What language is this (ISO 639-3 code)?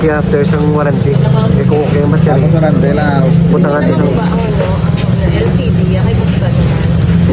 hil